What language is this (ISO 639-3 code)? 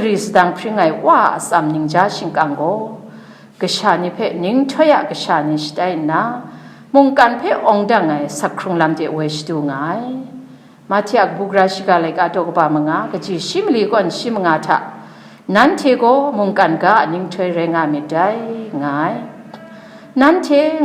kac